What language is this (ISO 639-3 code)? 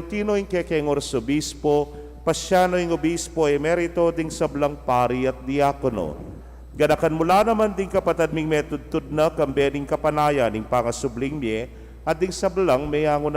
pam